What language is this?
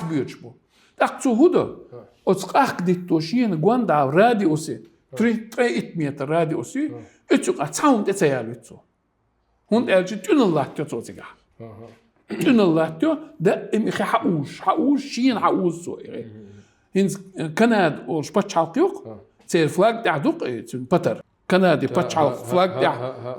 Chechen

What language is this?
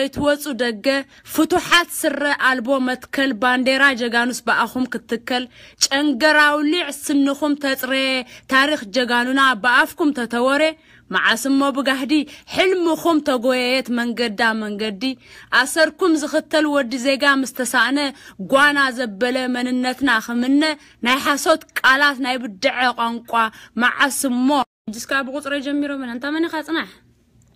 Tigrinya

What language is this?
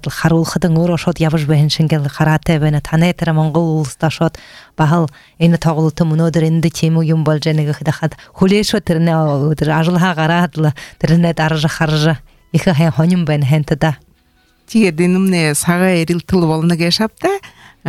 Buriat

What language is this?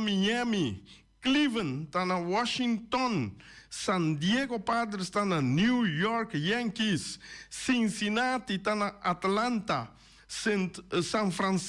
Papiamento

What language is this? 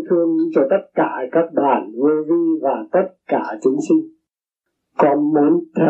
Vietnamese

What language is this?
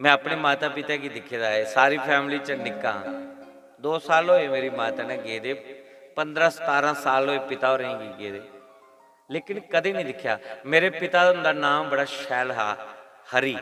Dogri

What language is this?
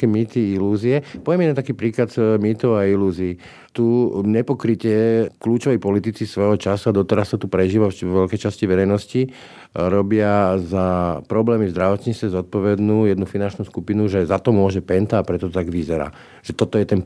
Slovak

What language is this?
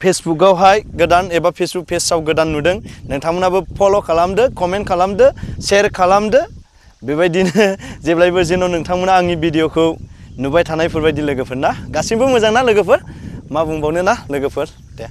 Bodo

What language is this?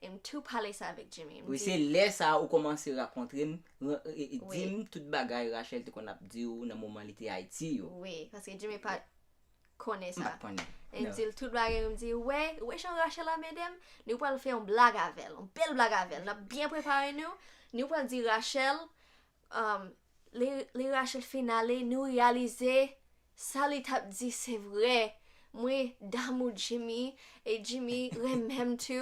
Haitian Creole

